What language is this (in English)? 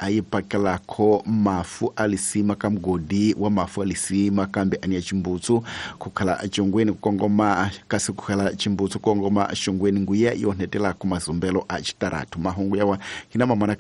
Tsonga